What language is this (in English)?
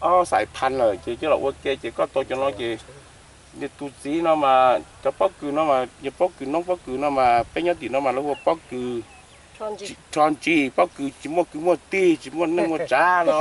Hmong